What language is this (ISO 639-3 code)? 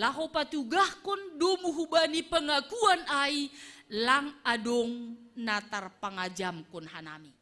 bts